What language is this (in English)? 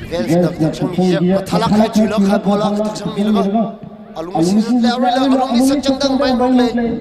Tangkhul Naga (India)